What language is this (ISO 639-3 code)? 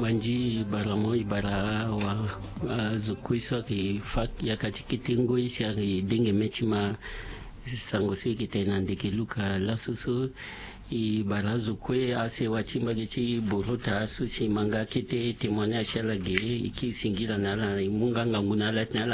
sag